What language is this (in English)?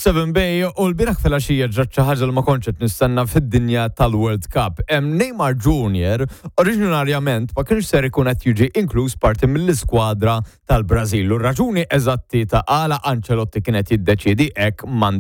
Maltese